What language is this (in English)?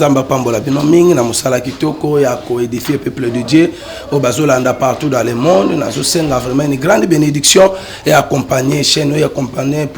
Lingala